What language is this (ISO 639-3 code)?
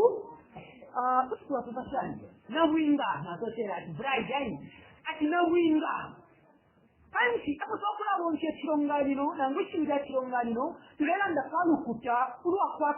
bem